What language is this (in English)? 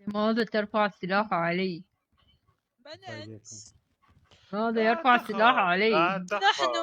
Mesopotamian Arabic